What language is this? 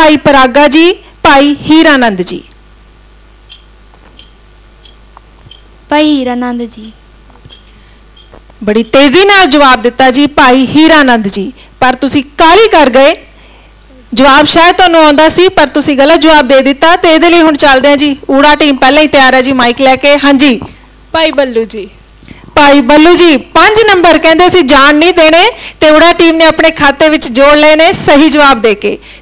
Punjabi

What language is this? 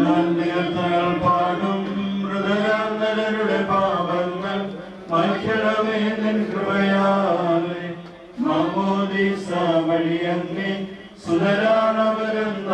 Malayalam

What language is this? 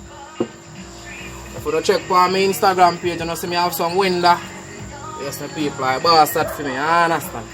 Jamaican Creole English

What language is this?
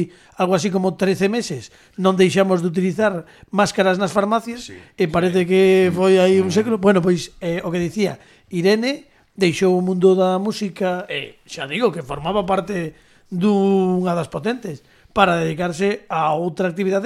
Galician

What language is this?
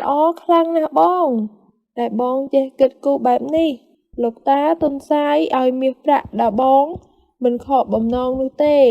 Khmer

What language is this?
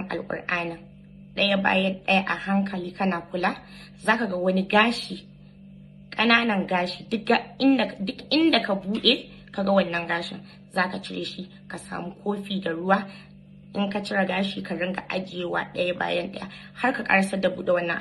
Hausa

